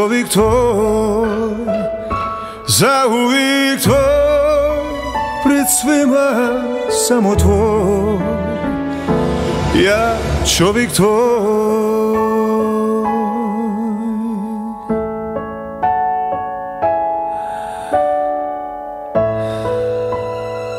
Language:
Croatian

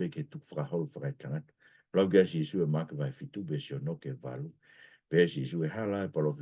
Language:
Tongan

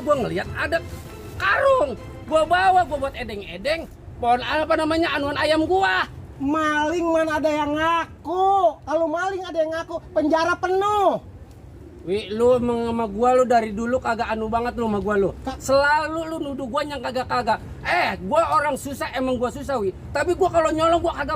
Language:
Betawi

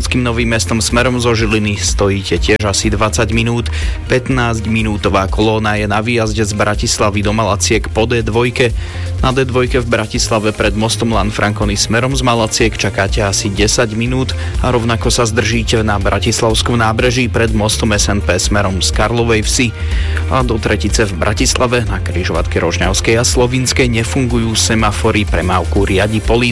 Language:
Slovak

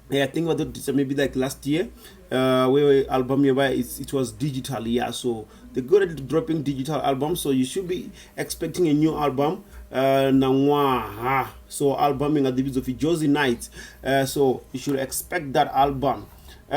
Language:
Venda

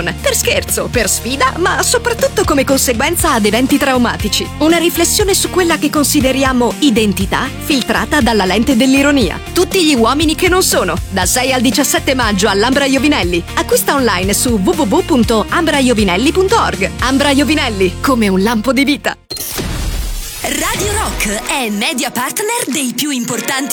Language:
Italian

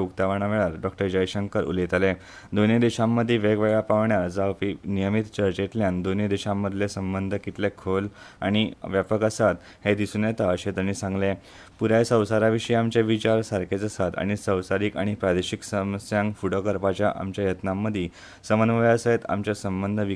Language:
Konkani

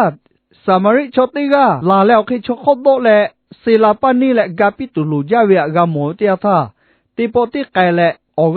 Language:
Lahu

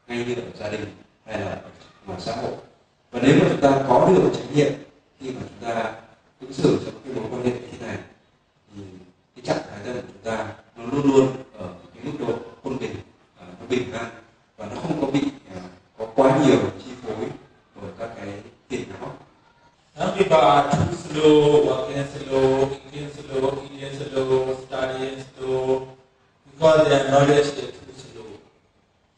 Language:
Vietnamese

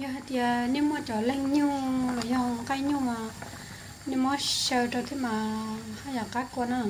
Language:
Hmong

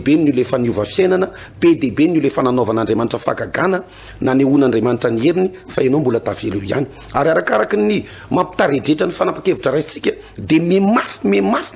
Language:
Malagasy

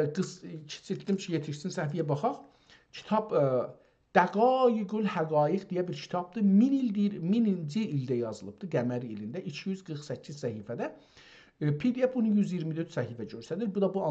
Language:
South Azerbaijani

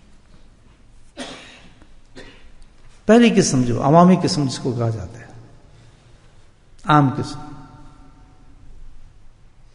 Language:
Urdu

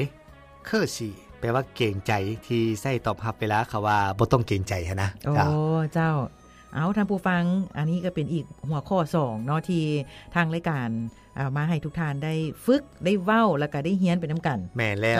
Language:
Lao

